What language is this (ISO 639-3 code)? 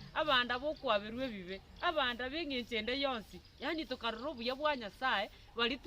guz